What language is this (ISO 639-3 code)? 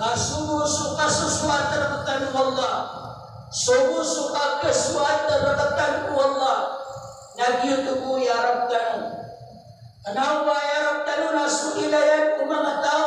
mrw